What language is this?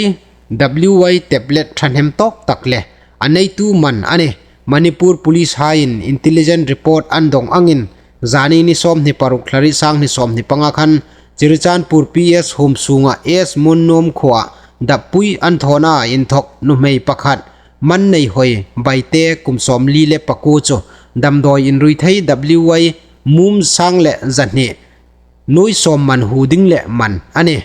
Hmar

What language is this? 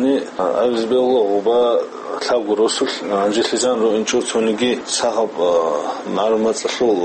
Avaric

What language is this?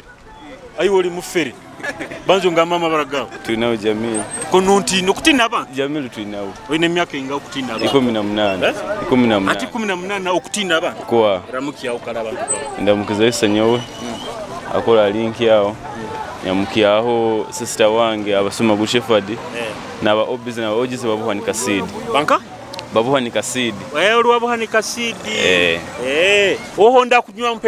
Nyoro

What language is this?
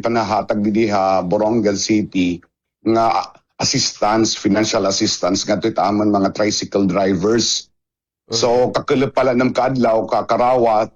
Waray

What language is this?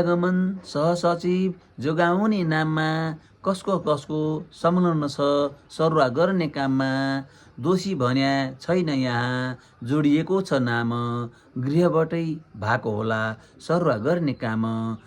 Nepali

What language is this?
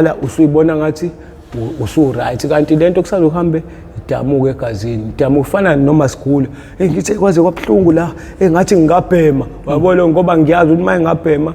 Zulu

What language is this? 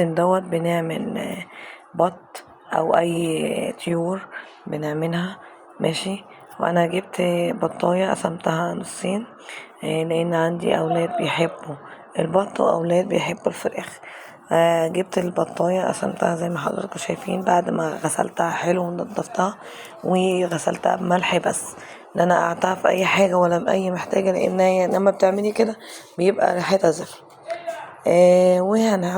Egyptian Arabic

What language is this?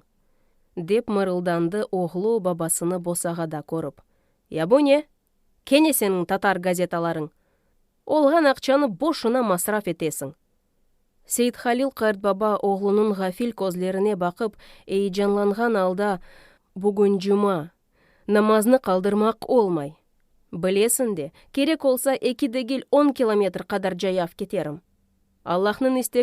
Crimean Tatar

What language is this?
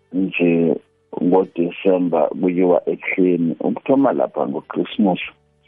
South Ndebele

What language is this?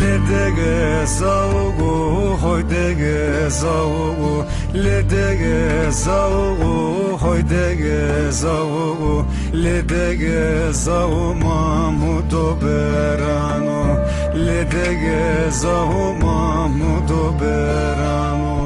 Zaza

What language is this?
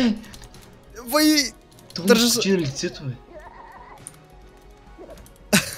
Bulgarian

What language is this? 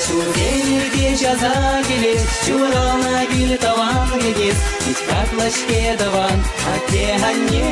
Chuvash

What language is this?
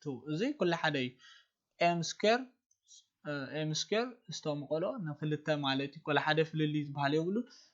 Tigrinya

